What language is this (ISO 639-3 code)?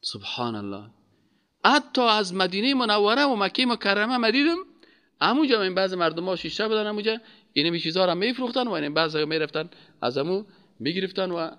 fas